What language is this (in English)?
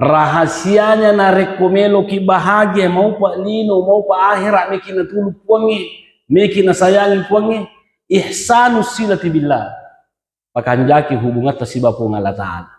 Buginese